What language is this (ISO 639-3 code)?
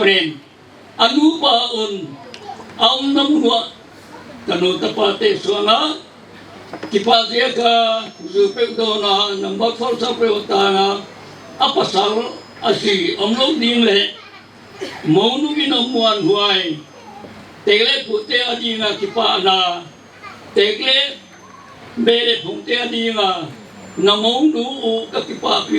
pck